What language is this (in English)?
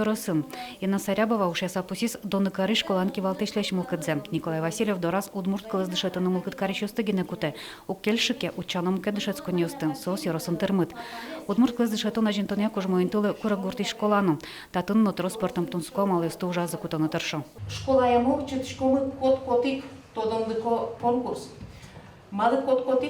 Udmurt